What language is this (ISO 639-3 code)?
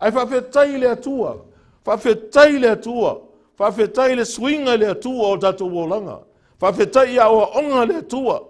smo